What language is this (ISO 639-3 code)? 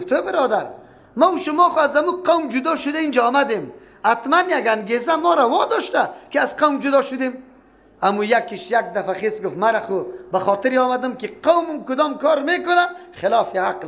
fas